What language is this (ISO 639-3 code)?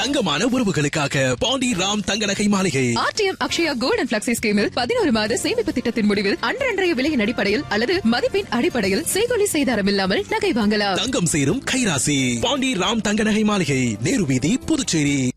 tam